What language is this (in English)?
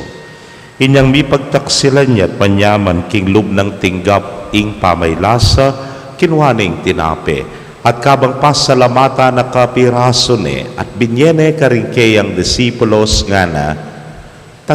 Pampanga